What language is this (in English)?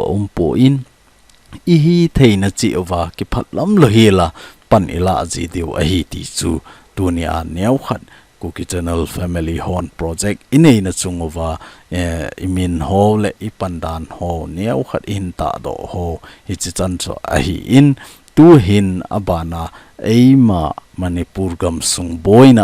Thado Chin